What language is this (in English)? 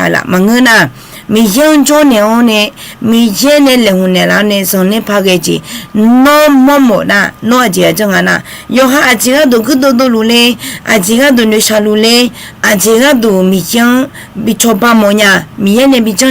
Akha